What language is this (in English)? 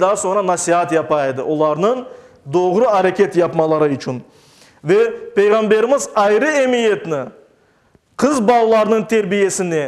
Crimean Tatar